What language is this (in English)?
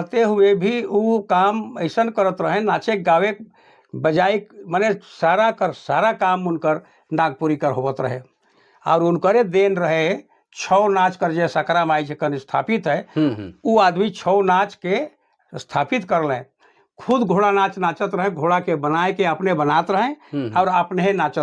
Sadri